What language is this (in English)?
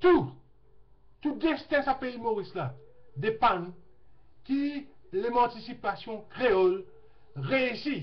Morisyen